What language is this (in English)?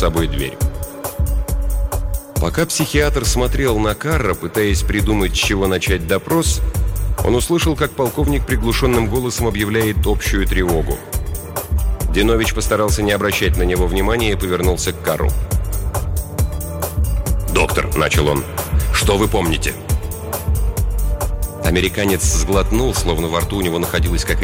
Russian